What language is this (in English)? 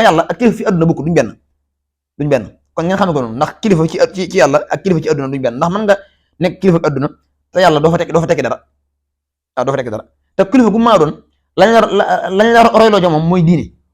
Wolof